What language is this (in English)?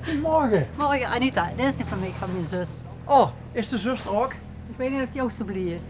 Limburgish